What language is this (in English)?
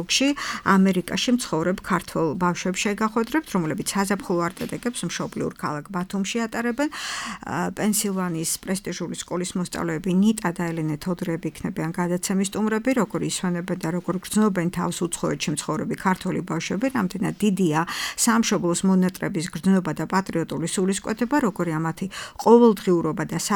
Georgian